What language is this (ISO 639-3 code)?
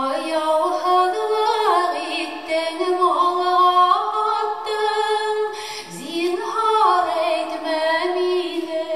bak